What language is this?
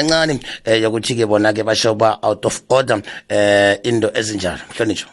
South Ndebele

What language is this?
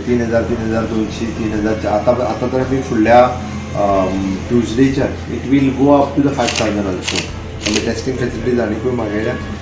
Konkani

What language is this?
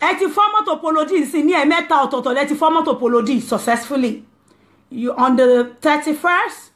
Yoruba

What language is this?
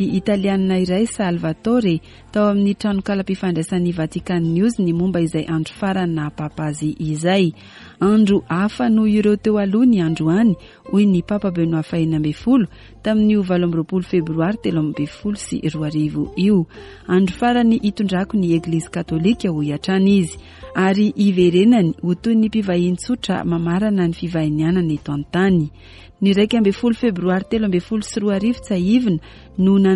Malagasy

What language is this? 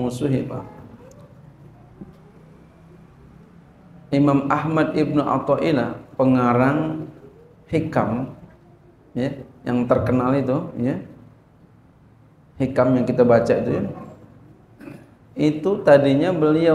Indonesian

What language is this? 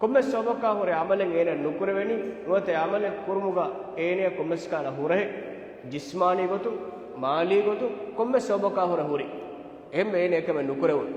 Divehi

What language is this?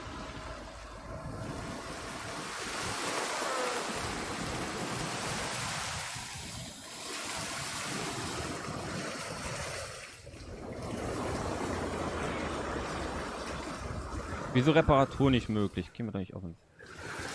German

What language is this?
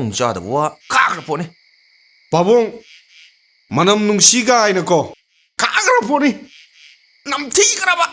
Manipuri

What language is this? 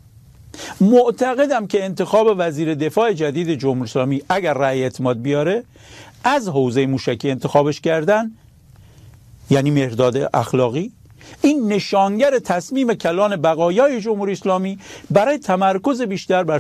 Persian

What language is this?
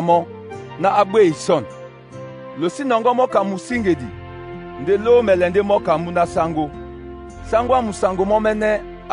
Duala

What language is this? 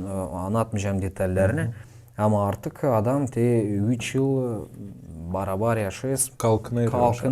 Gagauz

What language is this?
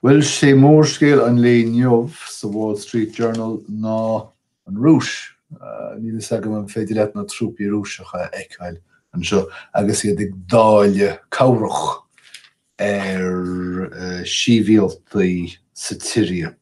Irish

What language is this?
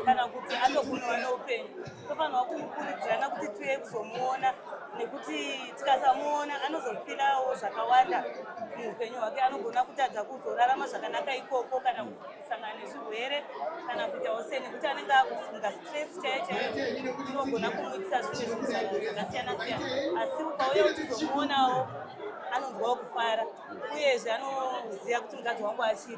Shona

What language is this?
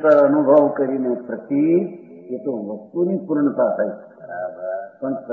Gujarati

